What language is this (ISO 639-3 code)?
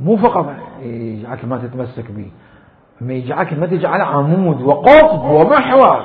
acm